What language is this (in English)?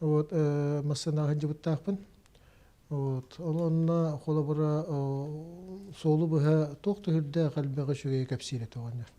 Yakut